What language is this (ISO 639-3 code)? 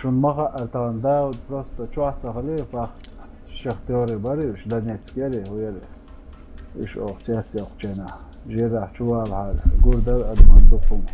che